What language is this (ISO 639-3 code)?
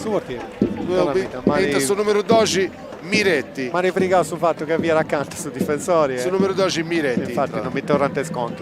srd